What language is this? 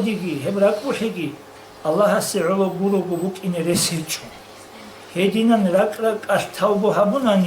Avaric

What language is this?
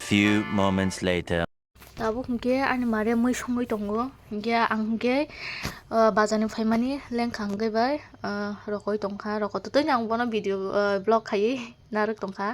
Kok Borok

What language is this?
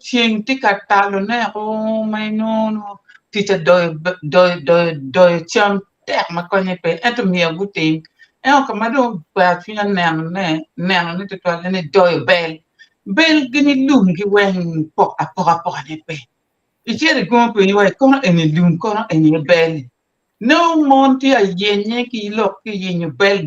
Acoli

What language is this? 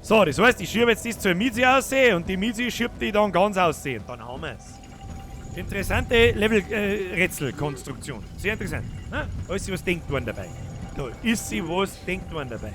Bavarian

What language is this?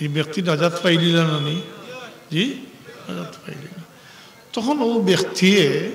Sylheti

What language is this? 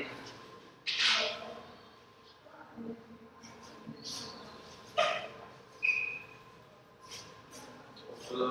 Vietnamese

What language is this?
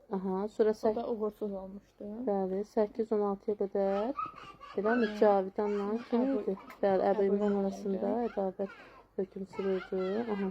Azerbaijani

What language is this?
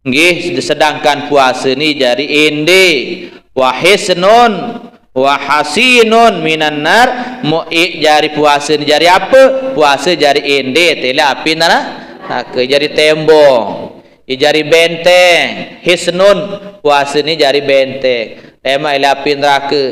Sasak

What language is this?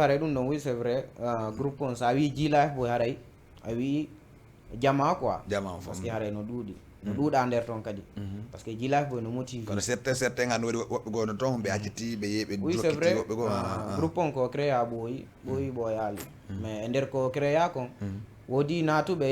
Fula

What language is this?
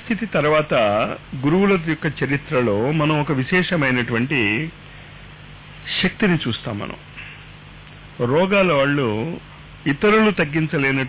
Telugu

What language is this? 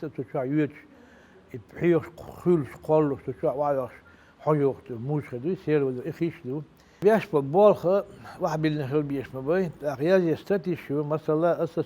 Chechen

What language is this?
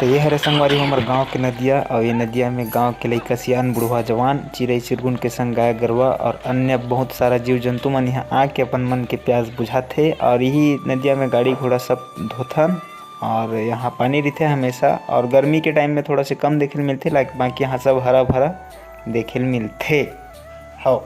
Chhattisgarhi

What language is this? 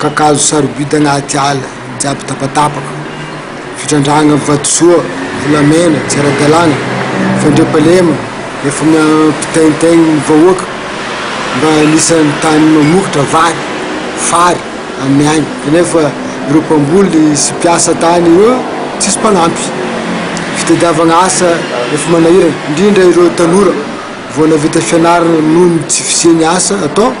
Malagasy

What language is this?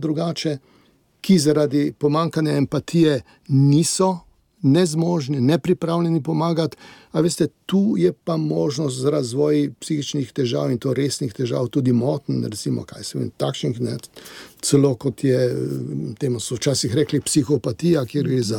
Slovenian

